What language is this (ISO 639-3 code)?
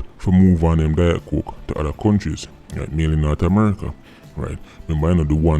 jam